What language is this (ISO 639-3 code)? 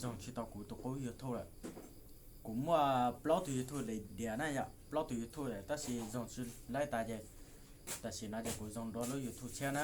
hmn